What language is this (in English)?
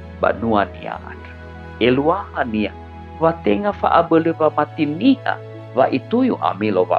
Nias